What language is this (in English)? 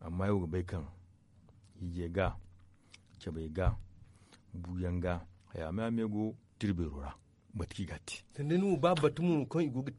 Zarma